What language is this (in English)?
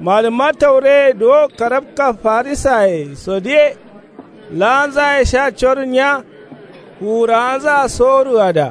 Kanuri